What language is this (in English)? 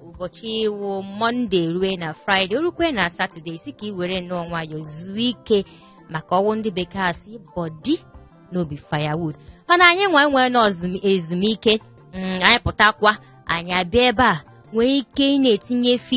Igbo